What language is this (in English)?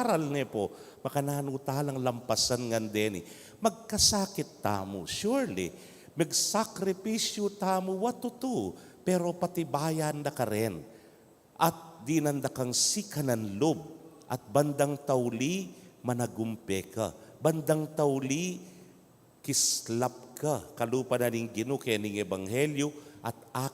Pampanga